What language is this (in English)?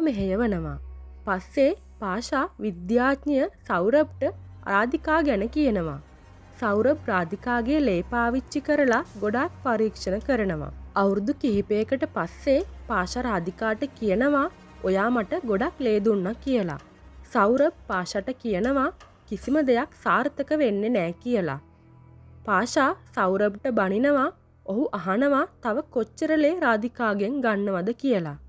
Sinhala